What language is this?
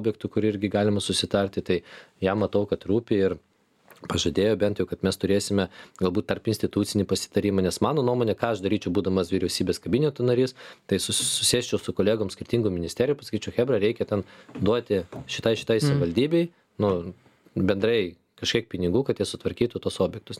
Lithuanian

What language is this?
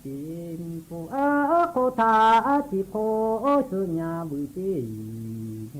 Lahu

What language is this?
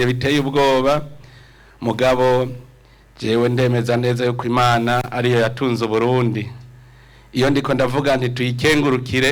Rundi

